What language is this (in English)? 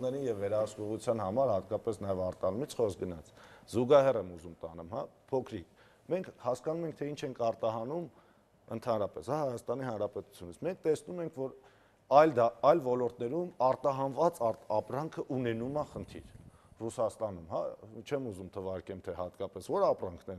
Armenian